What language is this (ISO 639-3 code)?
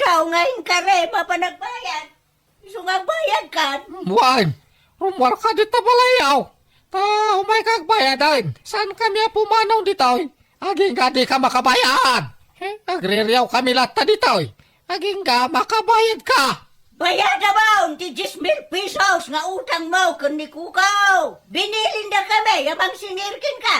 ilo